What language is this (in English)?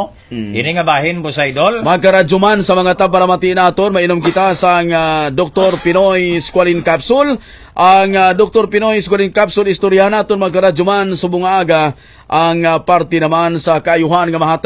Hiligaynon